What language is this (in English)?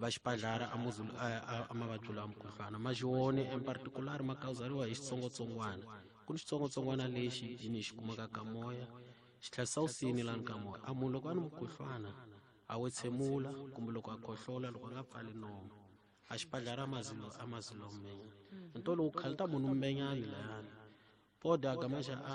Tsonga